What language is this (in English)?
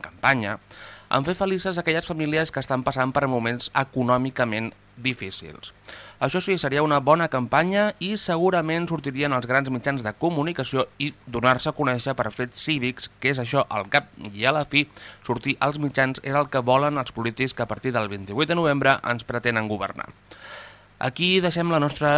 Catalan